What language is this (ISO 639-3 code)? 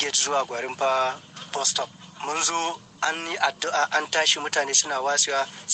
hau